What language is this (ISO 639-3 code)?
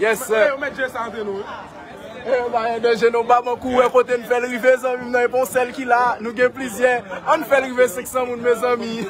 hat